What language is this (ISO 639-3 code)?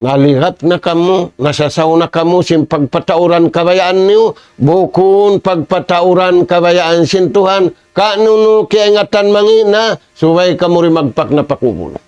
tsg